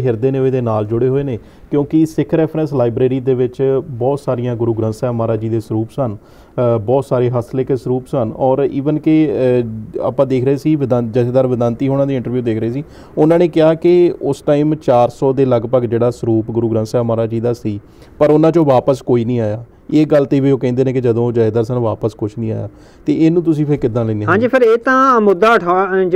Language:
Punjabi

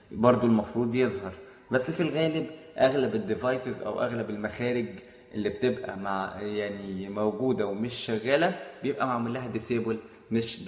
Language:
Egyptian Arabic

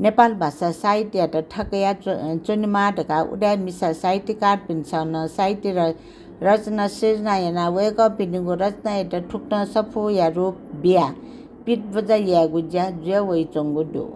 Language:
Newari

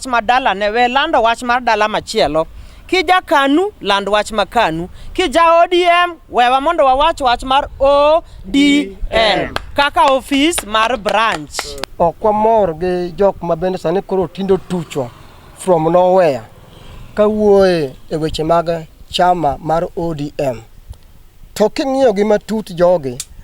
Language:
Luo (Kenya and Tanzania)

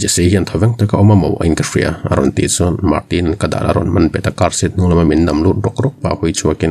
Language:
Mizo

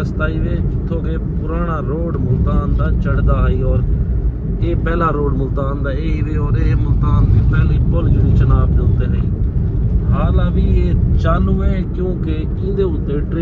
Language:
Saraiki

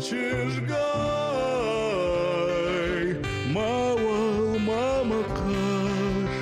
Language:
Ossetic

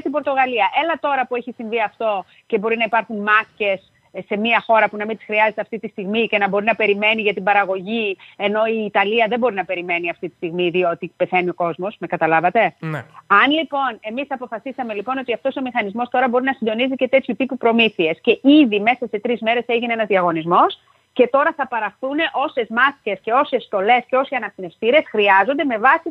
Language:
Greek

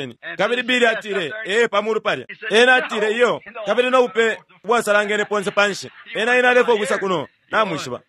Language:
Bemba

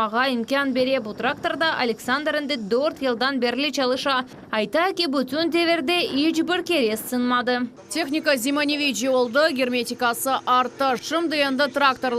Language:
Crimean Tatar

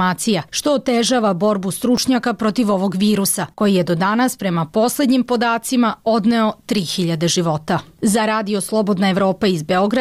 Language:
Serbian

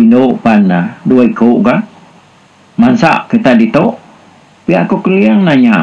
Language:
Iban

